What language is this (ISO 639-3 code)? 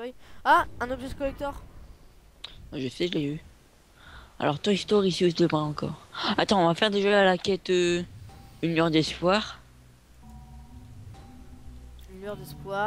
fra